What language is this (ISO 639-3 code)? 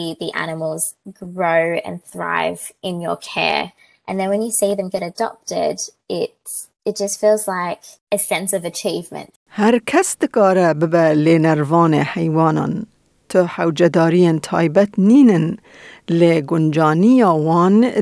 kur